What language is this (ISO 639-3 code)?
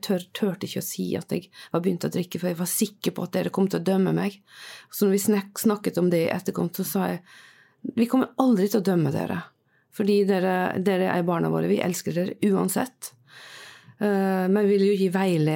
nor